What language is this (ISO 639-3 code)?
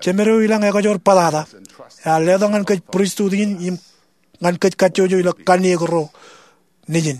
mah